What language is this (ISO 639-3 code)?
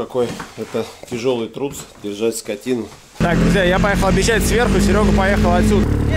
rus